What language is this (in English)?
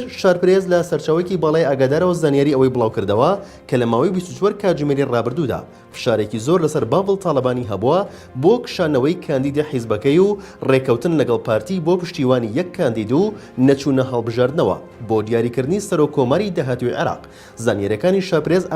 Central Kurdish